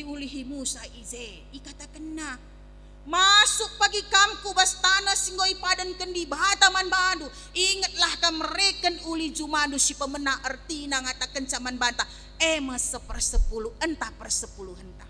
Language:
Batak Karo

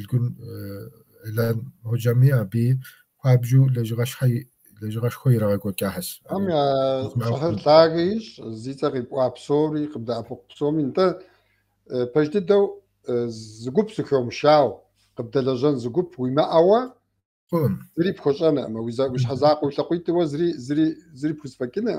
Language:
Kabardian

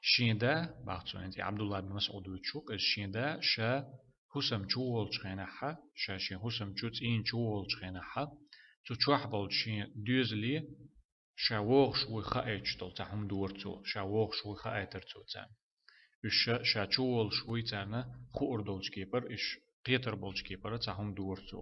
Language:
Chechen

